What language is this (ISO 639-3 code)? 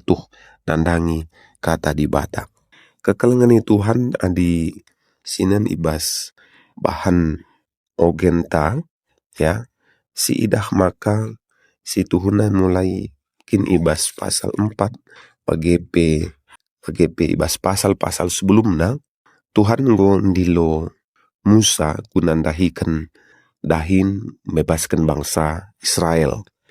btx